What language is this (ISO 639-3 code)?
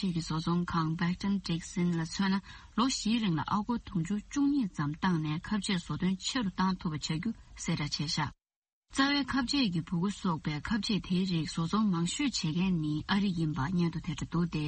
bod